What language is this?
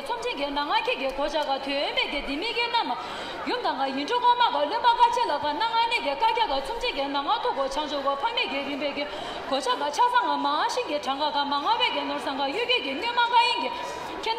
Tibetan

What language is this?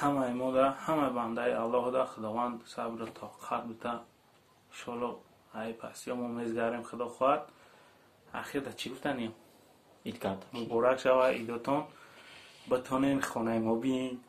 Tajik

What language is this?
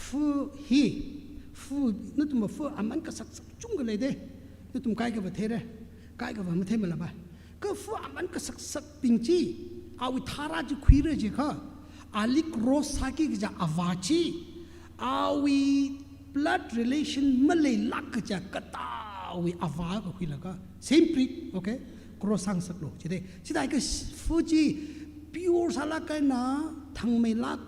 Tangkhul Naga (India)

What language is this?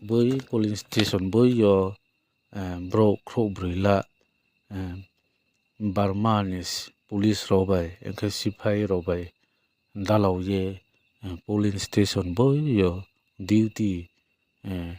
Riang (India)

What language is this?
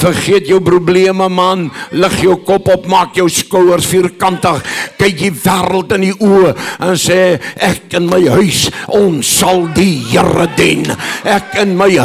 Afrikaans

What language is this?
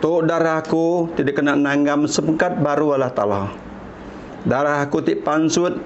Iban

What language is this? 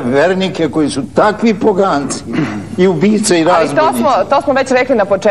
Serbian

